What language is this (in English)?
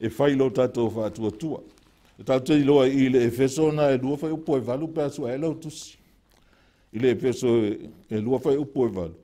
Samoan